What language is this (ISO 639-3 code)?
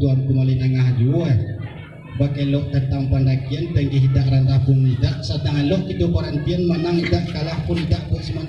min